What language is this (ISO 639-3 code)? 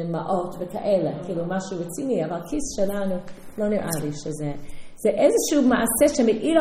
heb